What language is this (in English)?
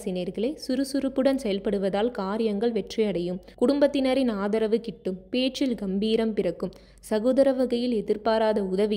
Tamil